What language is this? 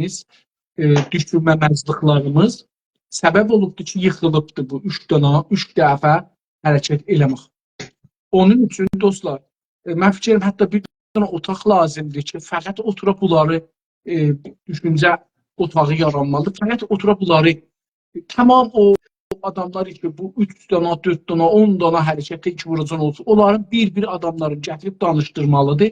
South Azerbaijani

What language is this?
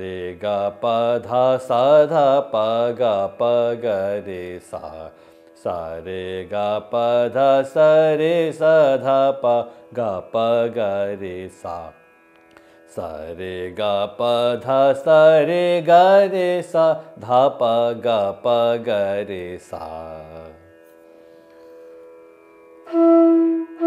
English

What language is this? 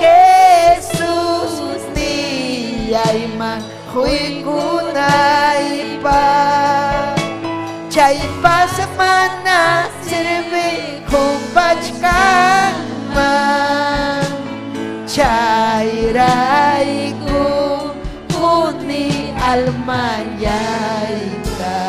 Ayacucho Quechua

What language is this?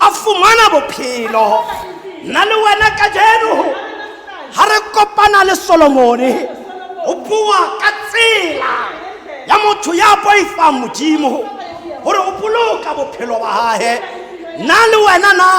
Tswana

